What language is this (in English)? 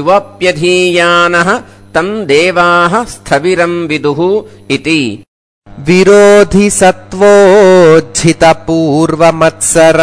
Sanskrit